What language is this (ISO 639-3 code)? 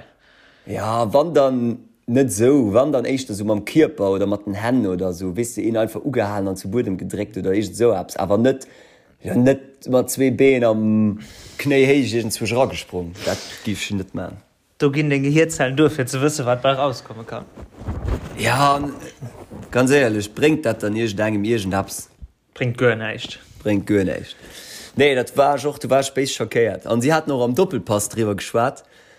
ltz